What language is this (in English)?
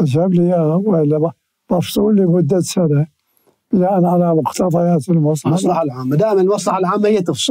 Mesopotamian Arabic